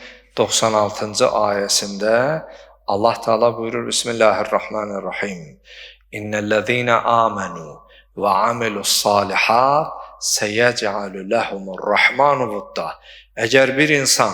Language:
Azerbaijani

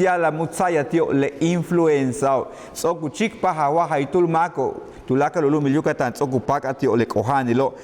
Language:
Yucateco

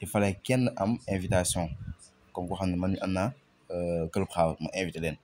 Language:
Wolof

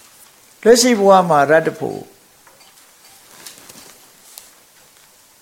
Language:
Burmese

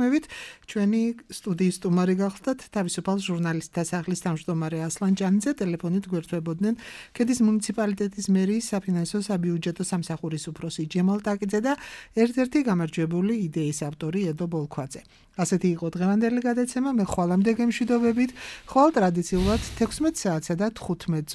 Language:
Georgian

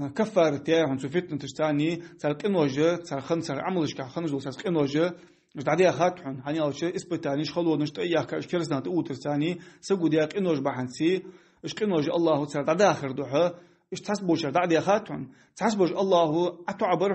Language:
Ingush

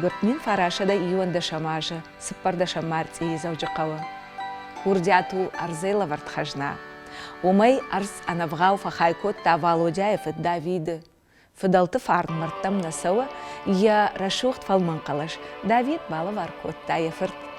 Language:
Ossetic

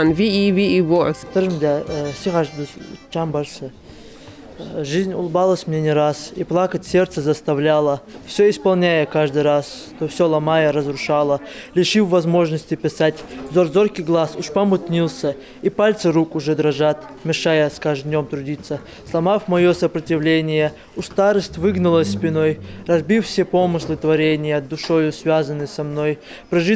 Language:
Ingush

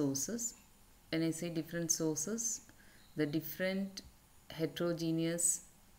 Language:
English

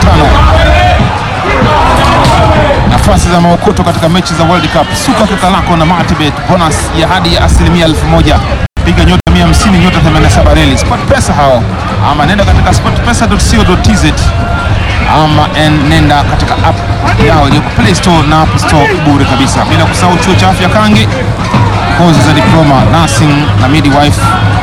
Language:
Swahili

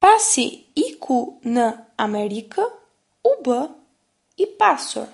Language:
Albanian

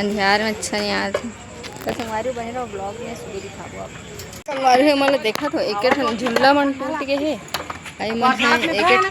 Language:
Chhattisgarhi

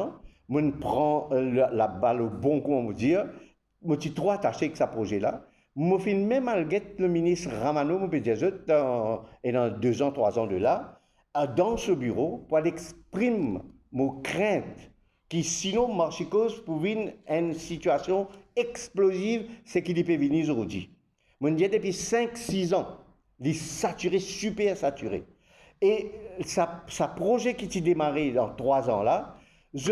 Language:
Morisyen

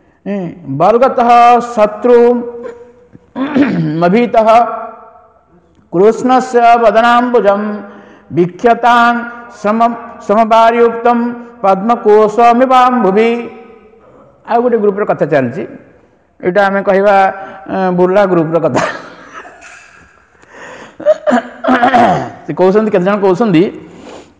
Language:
Odia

